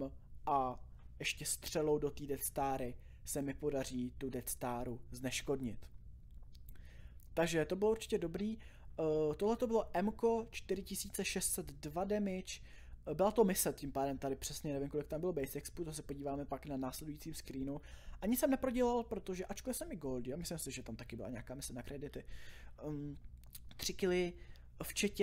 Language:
Czech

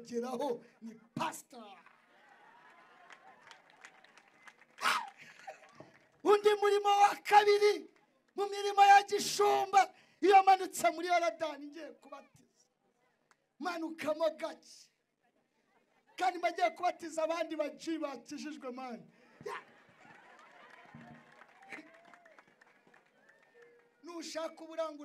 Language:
Kinyarwanda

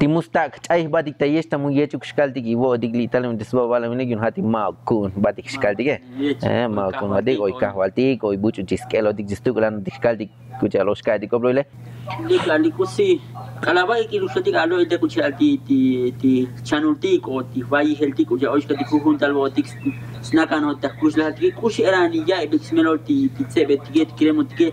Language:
Tzotzil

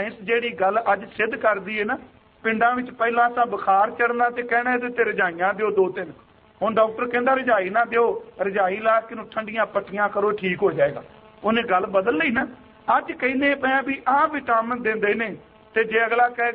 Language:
Punjabi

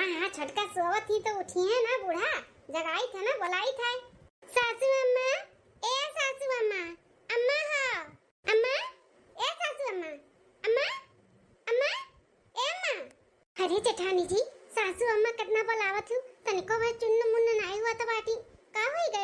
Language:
Awadhi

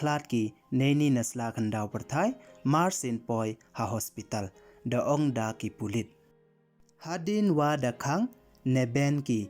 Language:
Pnar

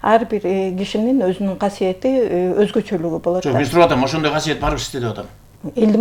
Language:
Kyrgyz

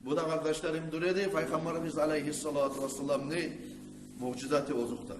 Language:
Kumyk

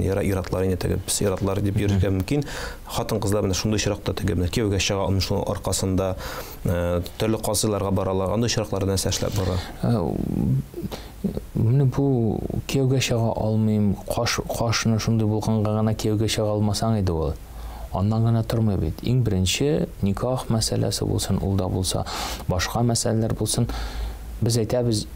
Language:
Tatar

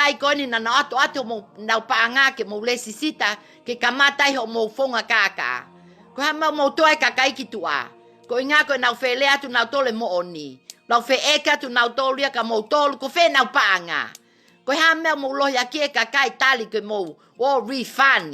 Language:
Tongan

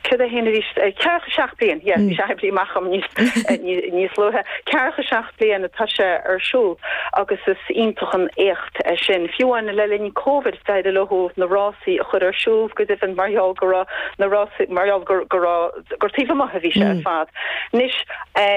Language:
Irish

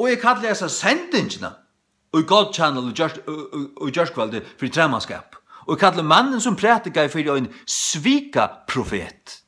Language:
Faroese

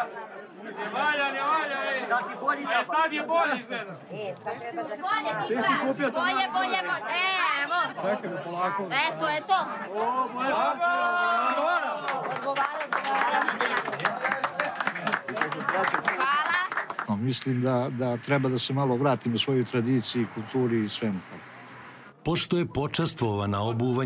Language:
Serbian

